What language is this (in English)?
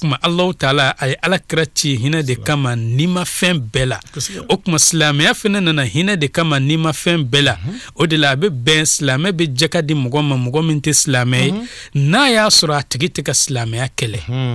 Bambara